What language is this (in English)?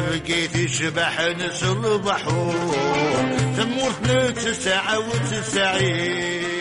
Kabyle